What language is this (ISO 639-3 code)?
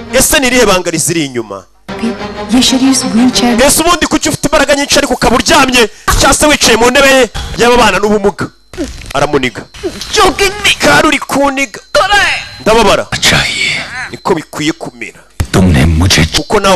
kin